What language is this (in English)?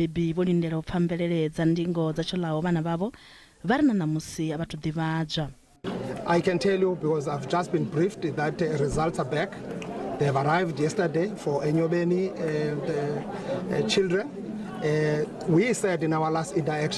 Venda